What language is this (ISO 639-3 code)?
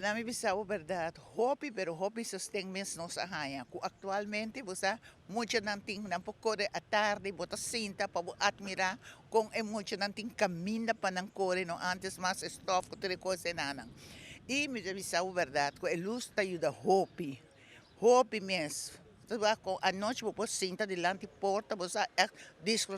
pap